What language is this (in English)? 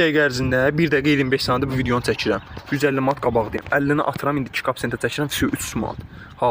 Azerbaijani